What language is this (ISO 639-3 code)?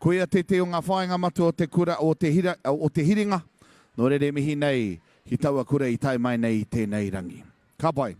mri